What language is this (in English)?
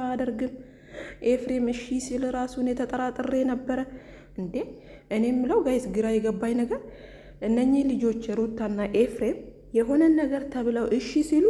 Amharic